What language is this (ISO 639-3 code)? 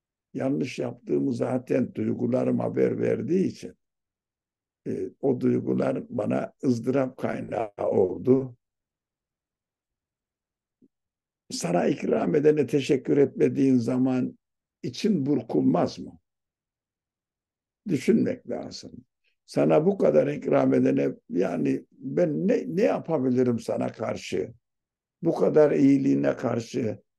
tur